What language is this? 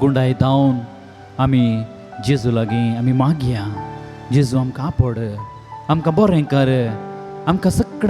Konkani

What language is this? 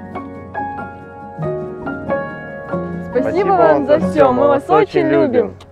Russian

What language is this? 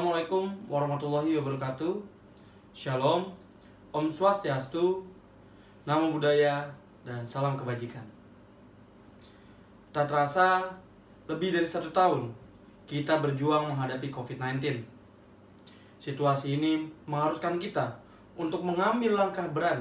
Indonesian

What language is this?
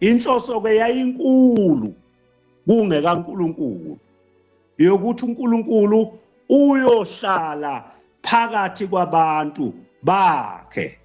Zulu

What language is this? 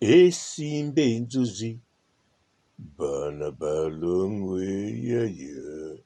Lingala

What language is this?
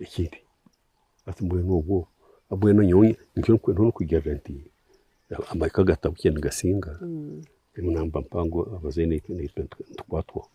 Nyankole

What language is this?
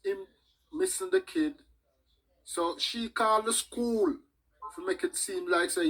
Jamaican Creole English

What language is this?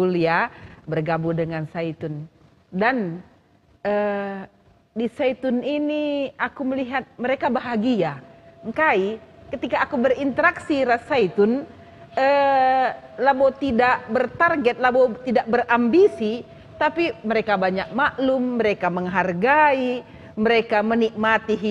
Batak Karo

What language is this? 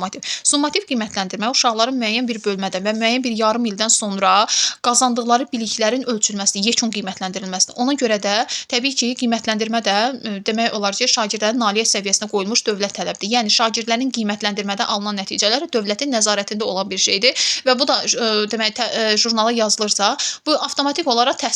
Azerbaijani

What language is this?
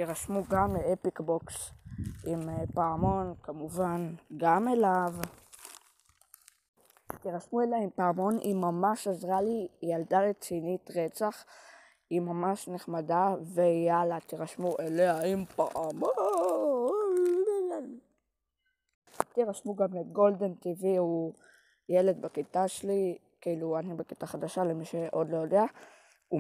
Hebrew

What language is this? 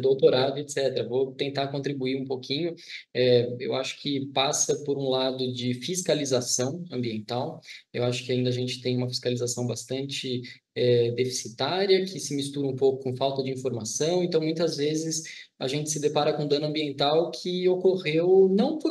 Portuguese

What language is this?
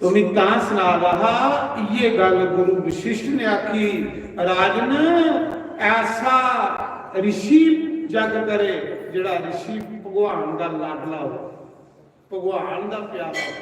Dogri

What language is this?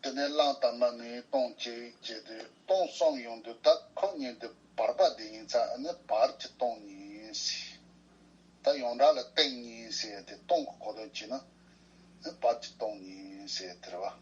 Tibetan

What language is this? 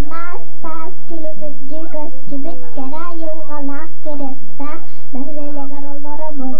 Yakut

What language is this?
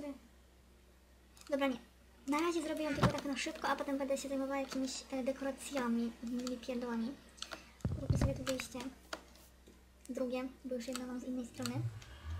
Polish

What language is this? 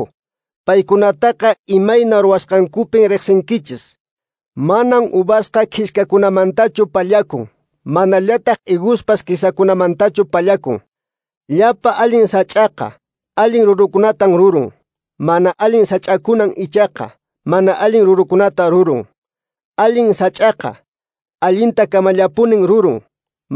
Quechua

